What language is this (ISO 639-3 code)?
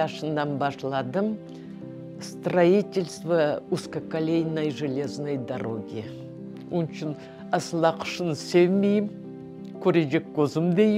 crh